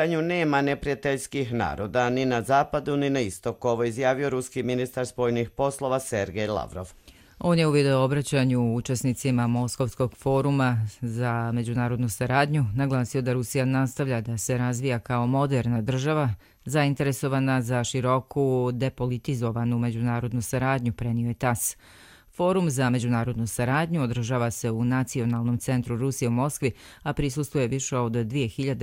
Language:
Croatian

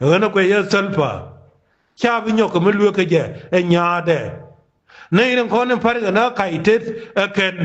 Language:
Nuer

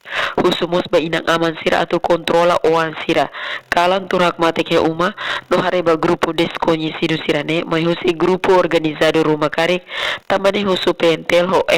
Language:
Tetum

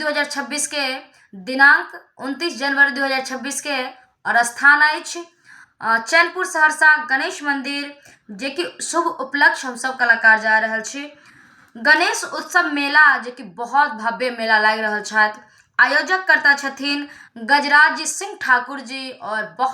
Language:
Maithili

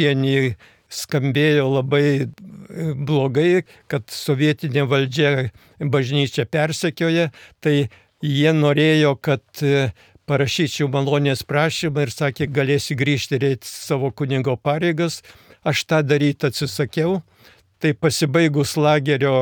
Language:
Lithuanian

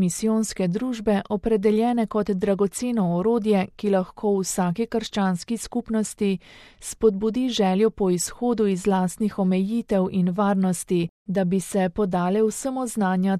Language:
Slovenian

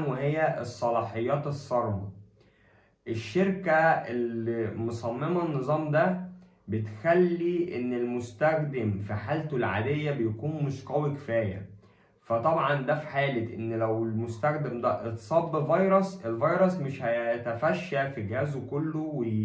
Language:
Egyptian Arabic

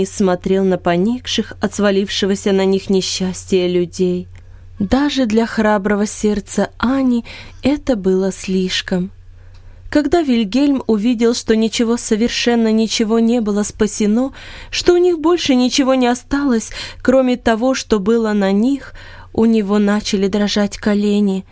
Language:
Russian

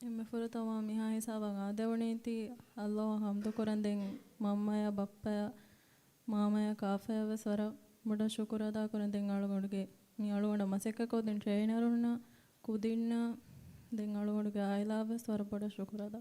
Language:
Divehi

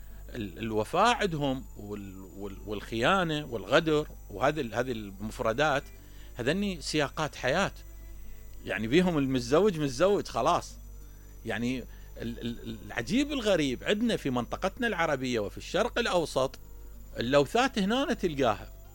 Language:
Mesopotamian Arabic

